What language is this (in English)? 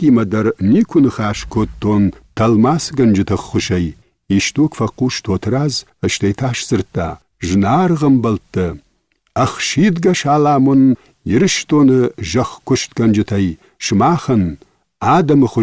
Ossetic